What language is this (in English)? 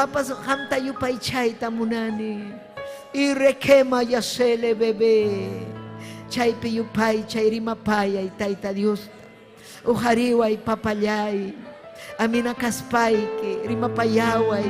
Ayacucho Quechua